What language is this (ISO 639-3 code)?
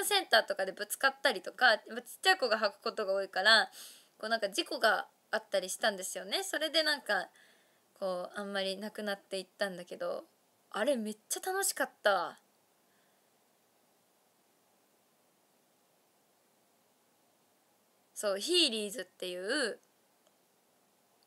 jpn